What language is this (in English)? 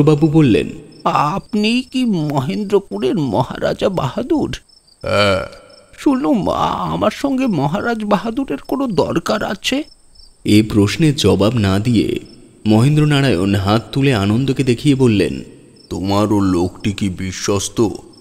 Bangla